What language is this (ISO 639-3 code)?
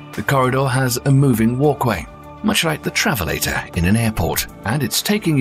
eng